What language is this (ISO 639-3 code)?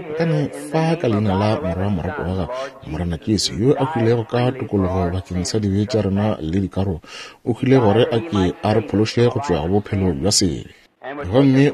nso